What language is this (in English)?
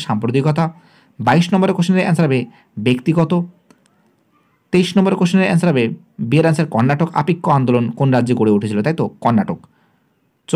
Bangla